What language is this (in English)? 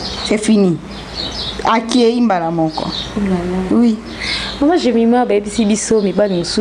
Lingala